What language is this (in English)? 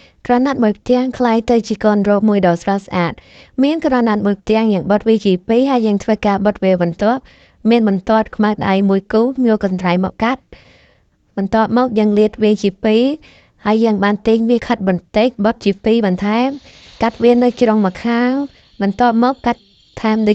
Khmer